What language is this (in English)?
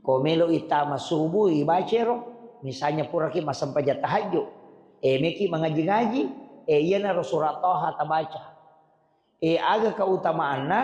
Buginese